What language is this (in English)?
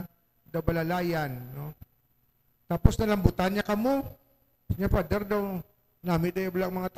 Hiligaynon